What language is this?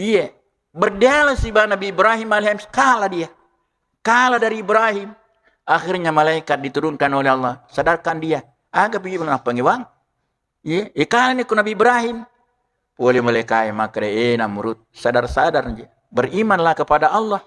Buginese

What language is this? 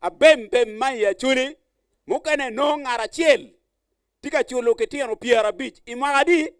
Acoli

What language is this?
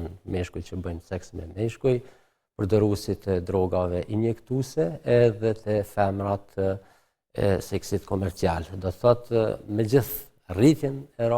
Albanian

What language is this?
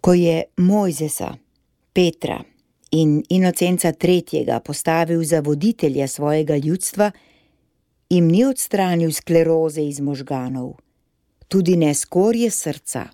Slovenian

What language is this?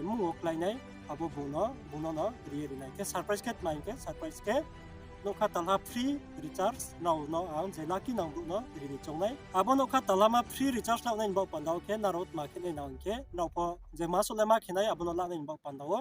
Riang (India)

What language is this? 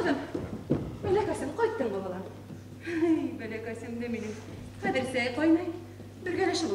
Bashkir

